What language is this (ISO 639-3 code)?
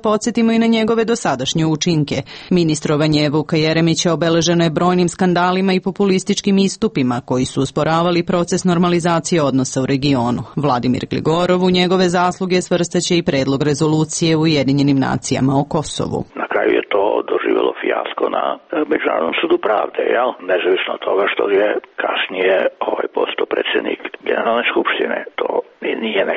srp